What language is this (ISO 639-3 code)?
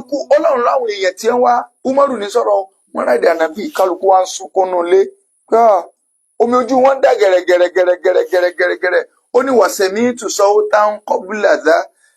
yor